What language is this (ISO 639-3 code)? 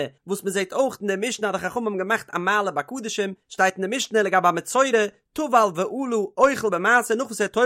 yid